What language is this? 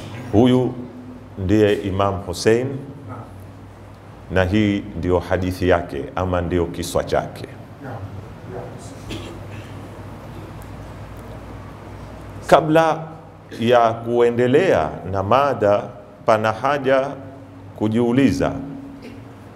Swahili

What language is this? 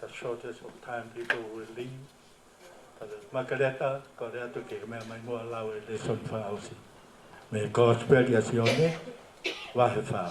Tongan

